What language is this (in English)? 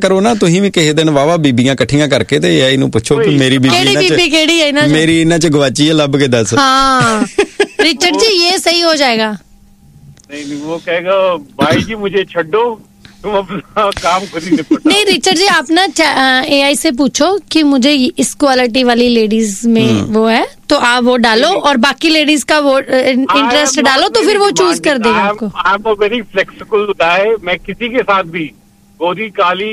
Punjabi